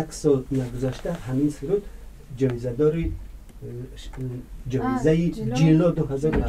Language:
Tajik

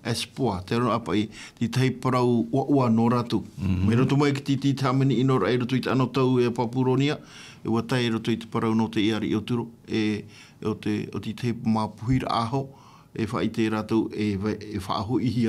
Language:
Tahitian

